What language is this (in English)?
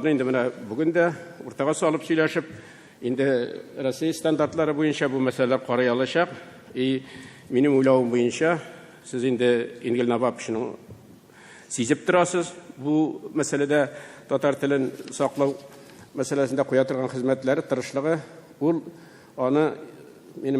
Tatar